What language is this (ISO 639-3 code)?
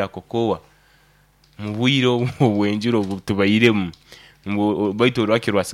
nyo